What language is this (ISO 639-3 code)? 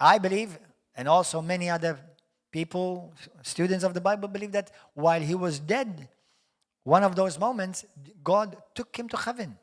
eng